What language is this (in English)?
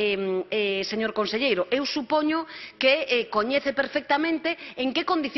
Galician